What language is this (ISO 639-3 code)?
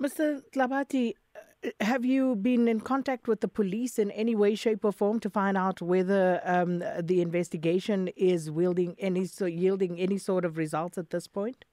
eng